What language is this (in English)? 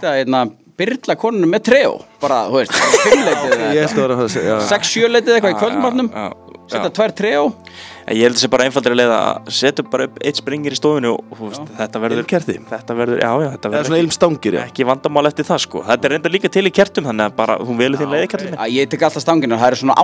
Icelandic